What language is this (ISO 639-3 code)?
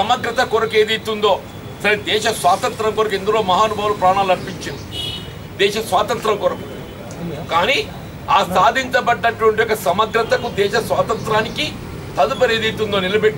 tel